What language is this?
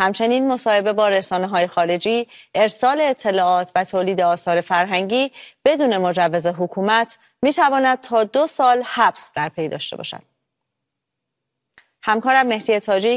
Persian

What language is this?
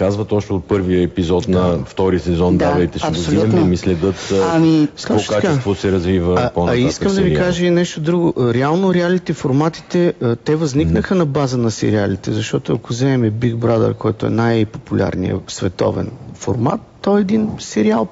Bulgarian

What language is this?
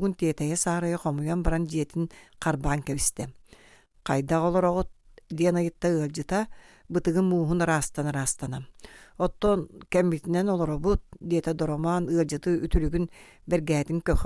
Yakut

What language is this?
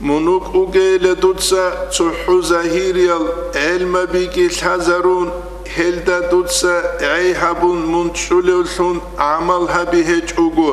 Avaric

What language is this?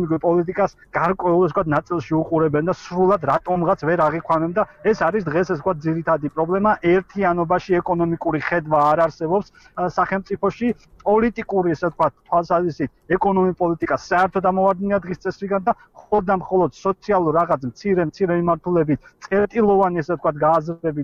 Georgian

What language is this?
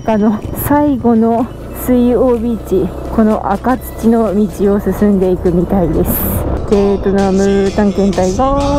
Japanese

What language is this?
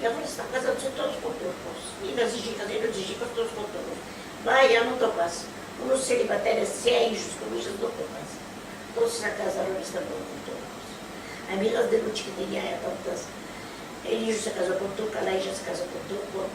Ladino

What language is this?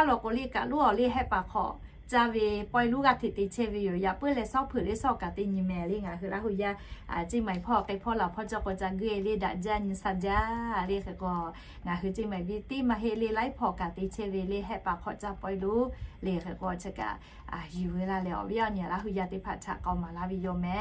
Lahu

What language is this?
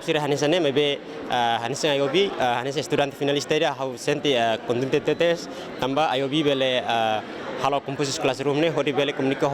Tetum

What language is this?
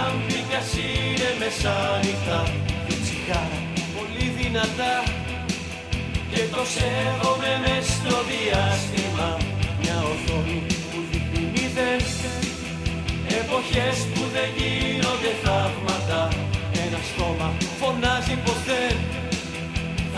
Greek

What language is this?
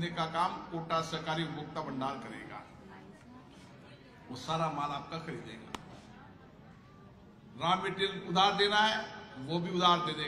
Hindi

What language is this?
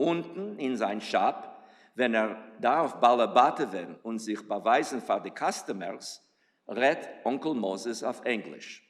Yiddish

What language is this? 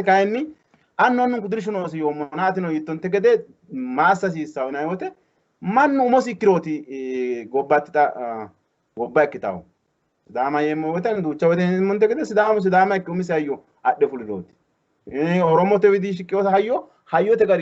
Sidamo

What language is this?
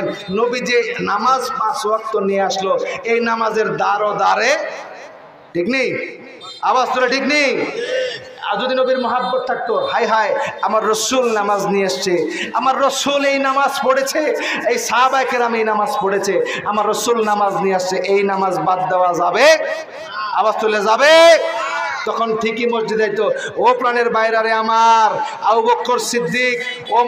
Bangla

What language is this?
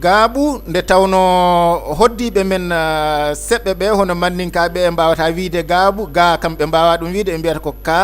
Fula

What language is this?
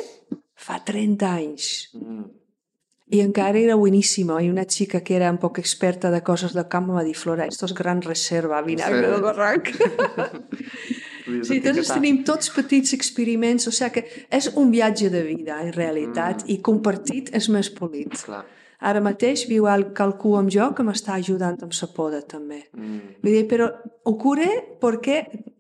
Catalan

